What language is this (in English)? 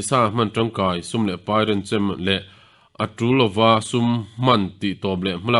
Mizo